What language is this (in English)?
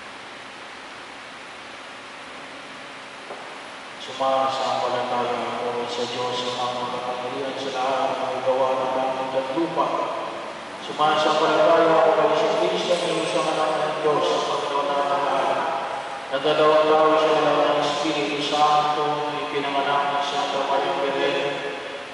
Filipino